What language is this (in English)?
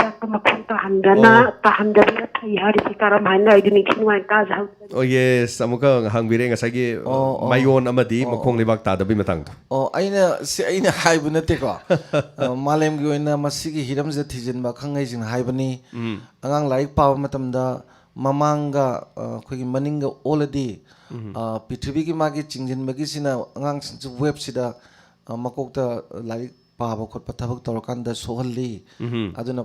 Manipuri